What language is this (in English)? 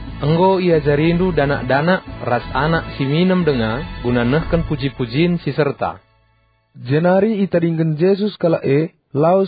Batak Karo